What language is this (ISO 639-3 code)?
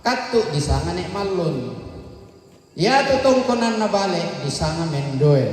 sda